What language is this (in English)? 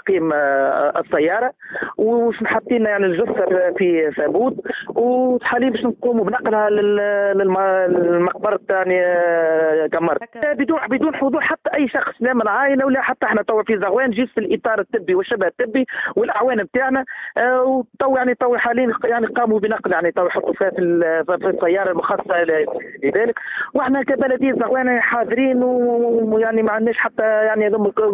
Tunisian Arabic